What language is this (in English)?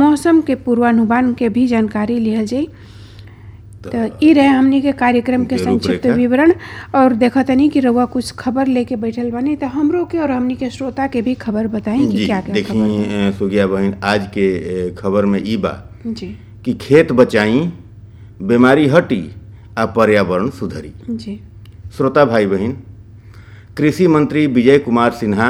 Bhojpuri